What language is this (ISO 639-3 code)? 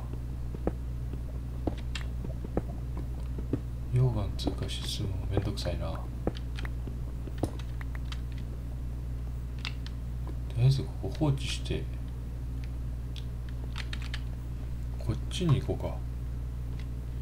jpn